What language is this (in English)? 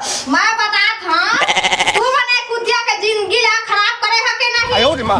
Chhattisgarhi